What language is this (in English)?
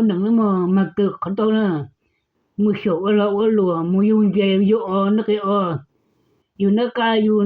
Hmong